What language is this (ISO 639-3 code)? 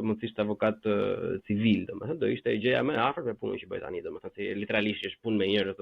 sqi